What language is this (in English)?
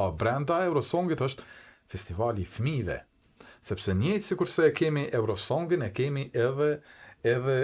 Albanian